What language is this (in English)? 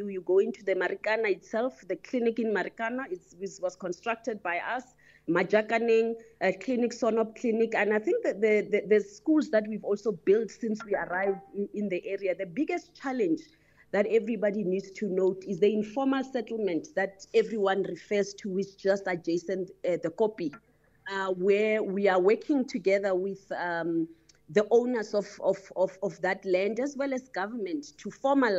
English